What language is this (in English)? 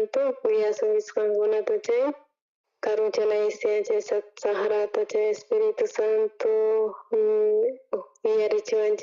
South Bolivian Quechua